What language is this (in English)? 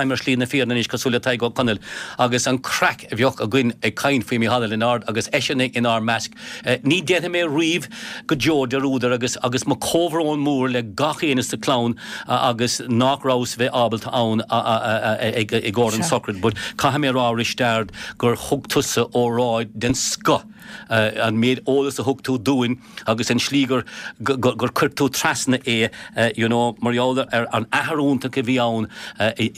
Irish